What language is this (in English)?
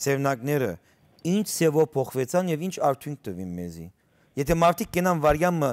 Western Armenian